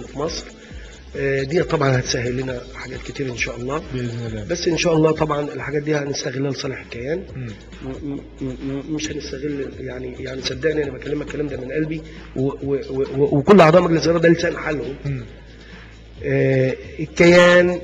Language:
Egyptian Arabic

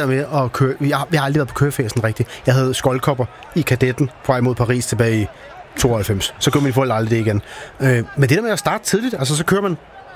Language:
Danish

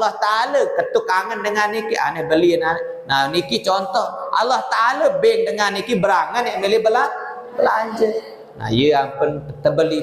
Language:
Sasak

